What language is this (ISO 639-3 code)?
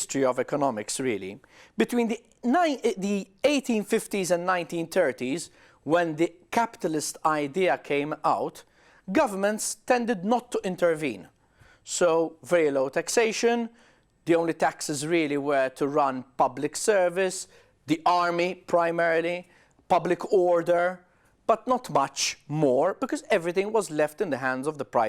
eng